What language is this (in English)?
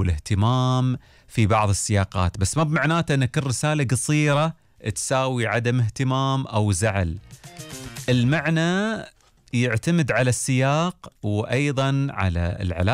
Gulf Arabic